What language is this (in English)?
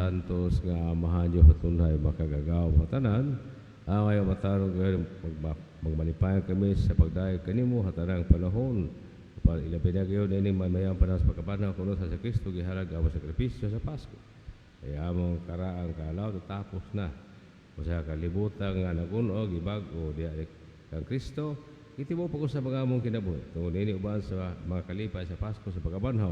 Cebuano